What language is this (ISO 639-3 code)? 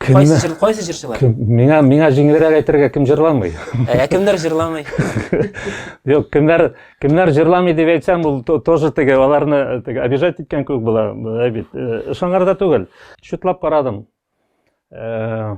tat